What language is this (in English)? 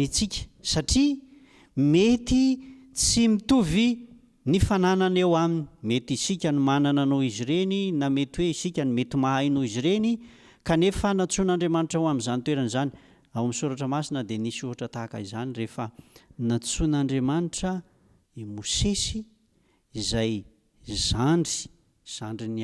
Malagasy